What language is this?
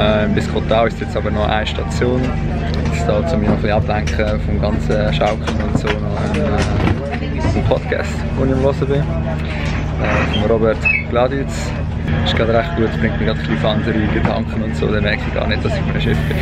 Swiss German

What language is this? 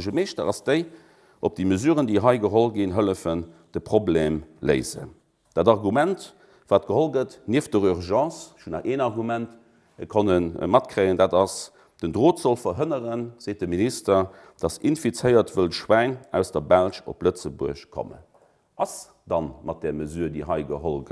Luxembourgish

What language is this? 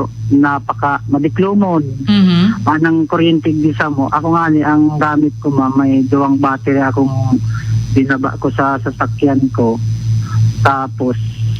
Bikol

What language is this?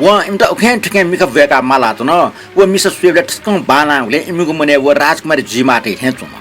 Newari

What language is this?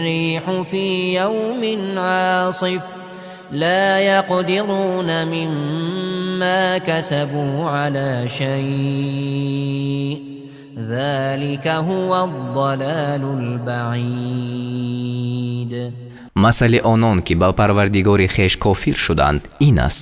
Persian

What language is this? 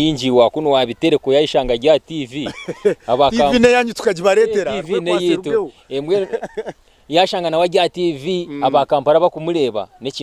Nyankole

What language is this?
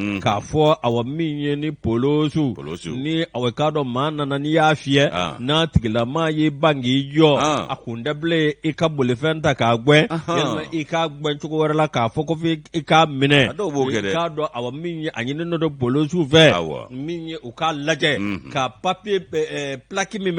Bambara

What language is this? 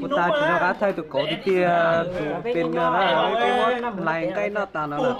Hmong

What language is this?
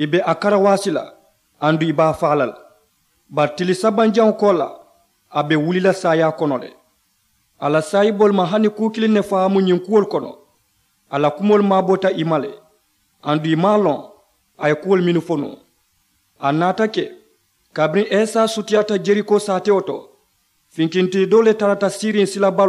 Mandingo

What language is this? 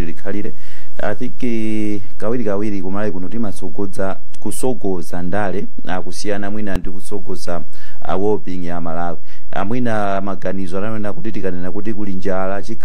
Nyanja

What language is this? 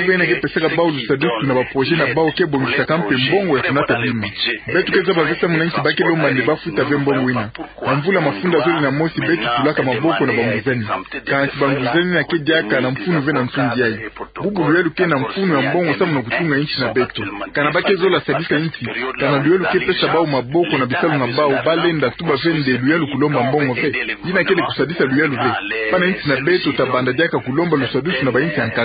Kituba (Democratic Republic of Congo)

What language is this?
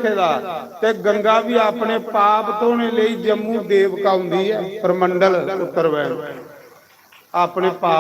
Dogri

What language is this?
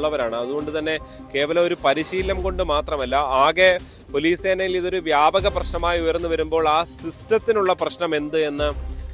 Malayalam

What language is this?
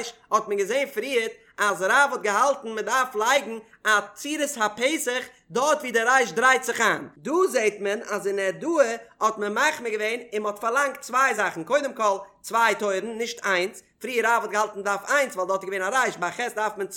Yiddish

